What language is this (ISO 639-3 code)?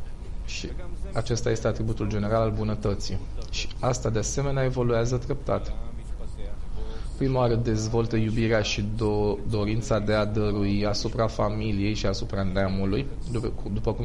ron